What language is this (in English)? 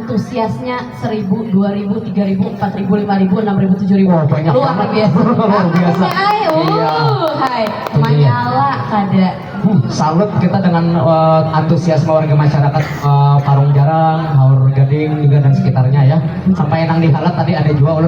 Banjar